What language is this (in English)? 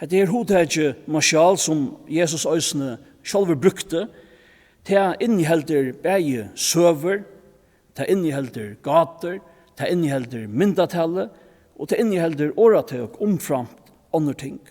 Faroese